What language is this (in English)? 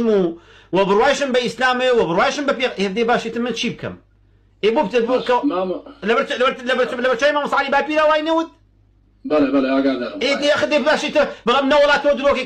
Central Kurdish